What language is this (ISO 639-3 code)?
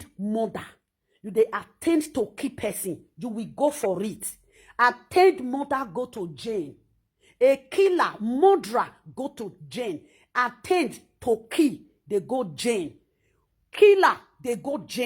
pcm